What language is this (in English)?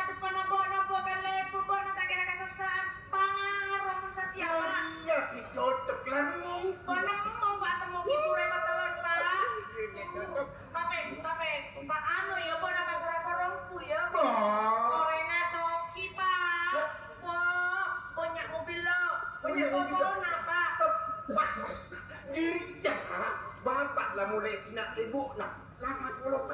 Madurese